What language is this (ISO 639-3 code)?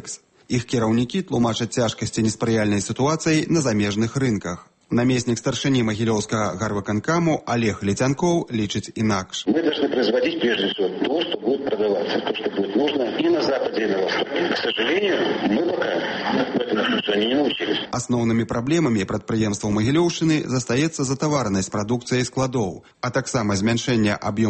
bel